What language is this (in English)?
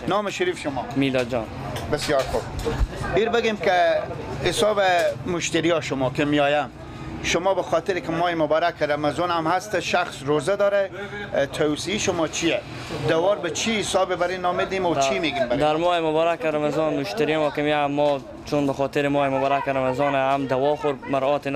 Persian